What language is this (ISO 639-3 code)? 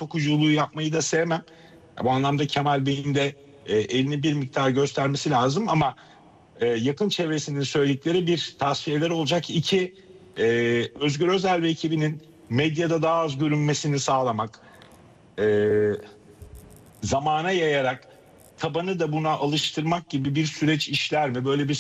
tur